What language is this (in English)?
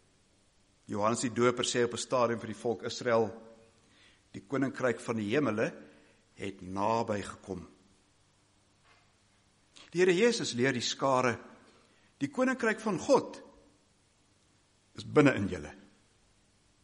Afrikaans